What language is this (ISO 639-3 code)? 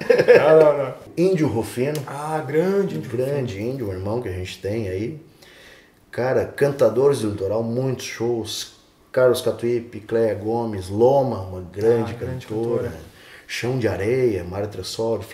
por